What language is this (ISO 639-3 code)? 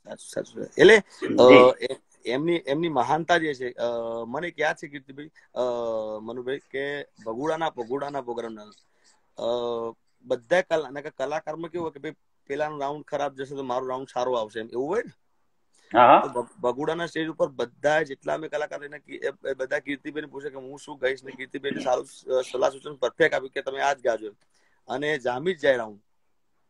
guj